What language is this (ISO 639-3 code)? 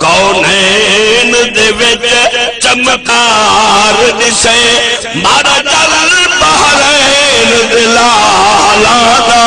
skr